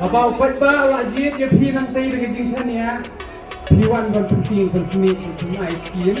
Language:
Khasi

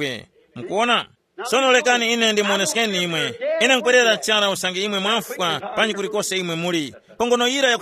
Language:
Tumbuka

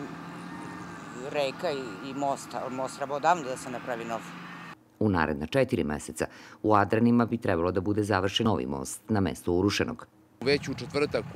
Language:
Serbian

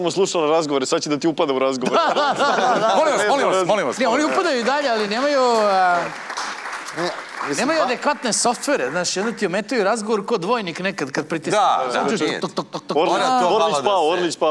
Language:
Serbian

